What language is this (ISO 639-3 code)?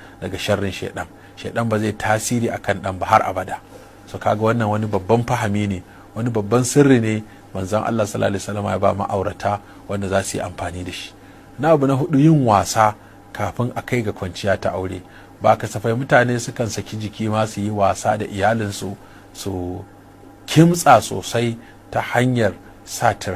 hau